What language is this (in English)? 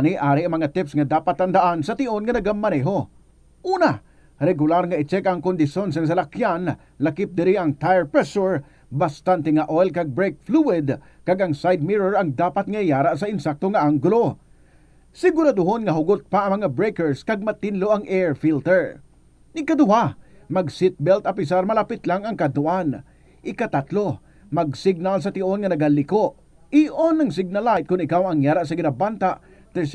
Hiligaynon